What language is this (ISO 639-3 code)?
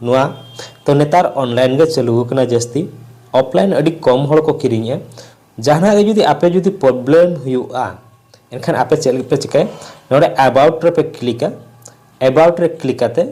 sat